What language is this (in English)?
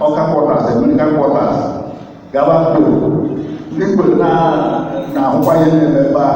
Igbo